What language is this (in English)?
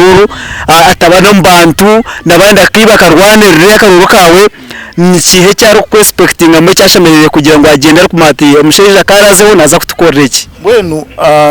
Nyankole